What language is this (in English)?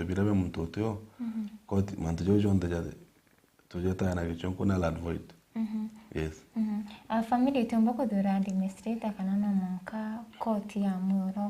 Meru